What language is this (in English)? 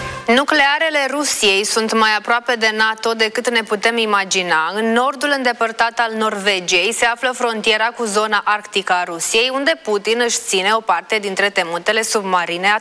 Romanian